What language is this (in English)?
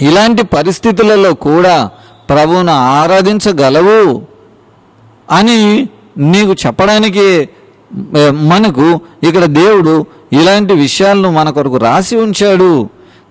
Telugu